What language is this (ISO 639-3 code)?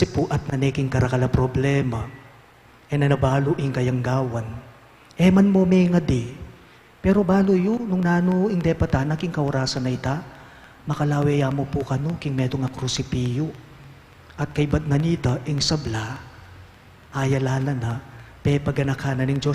pam